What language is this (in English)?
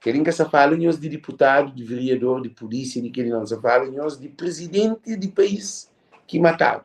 Kabuverdianu